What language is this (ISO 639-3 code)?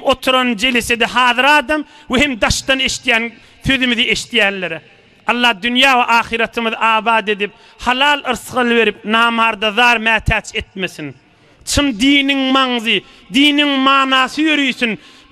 tuk